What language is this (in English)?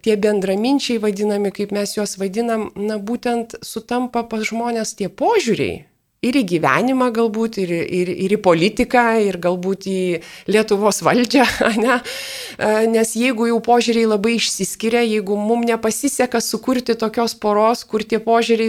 Lithuanian